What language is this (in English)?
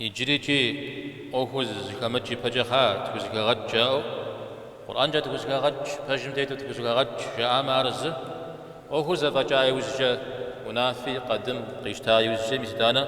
Kabardian